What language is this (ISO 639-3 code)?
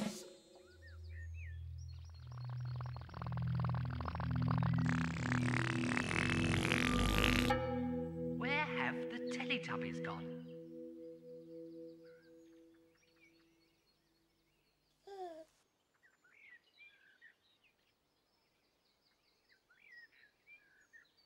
eng